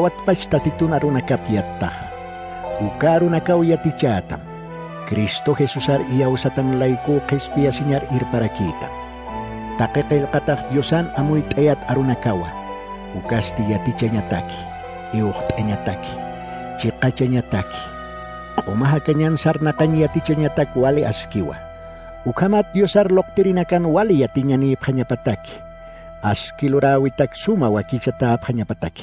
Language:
Aymara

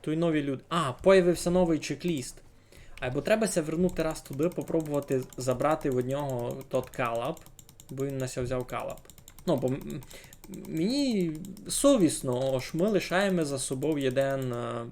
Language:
Rusyn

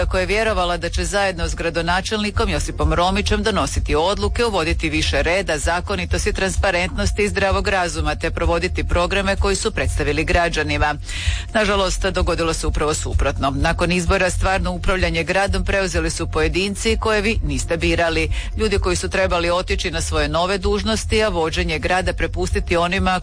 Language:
Croatian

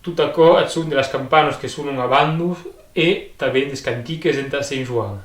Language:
Occitan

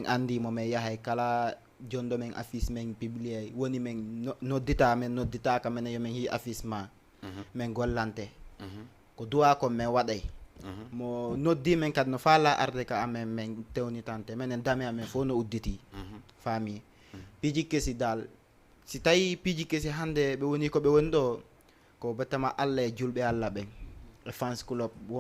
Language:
Fula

